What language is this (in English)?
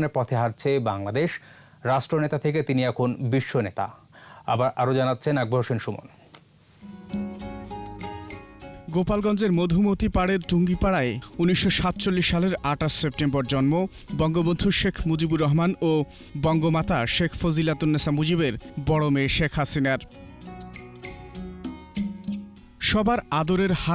Bangla